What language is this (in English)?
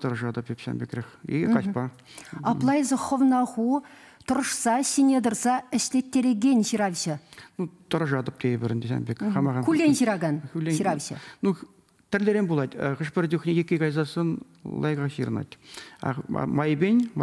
Chuvash